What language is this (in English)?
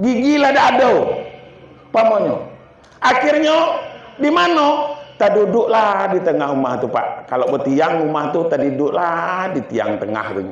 Minangkabau